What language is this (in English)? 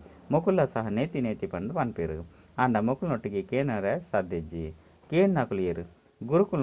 Tulu